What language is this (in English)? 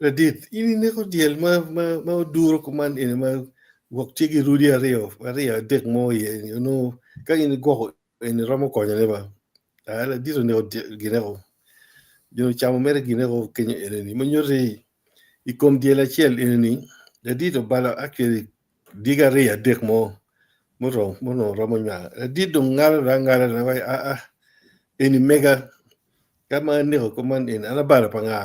Acoli